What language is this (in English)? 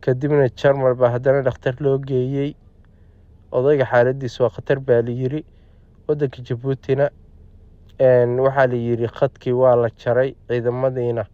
Somali